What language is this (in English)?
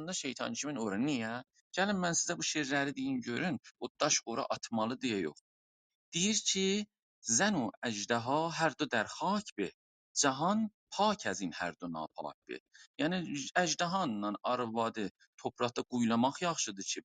South Azerbaijani